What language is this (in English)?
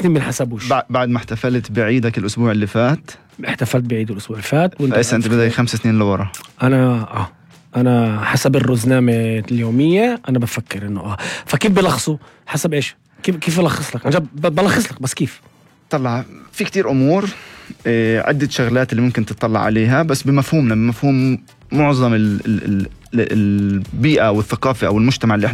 North Levantine Arabic